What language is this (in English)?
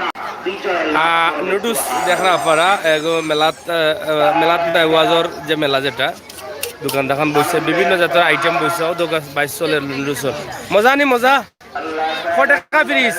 Sylheti